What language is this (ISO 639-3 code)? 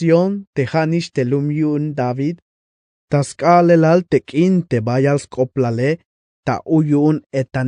tzh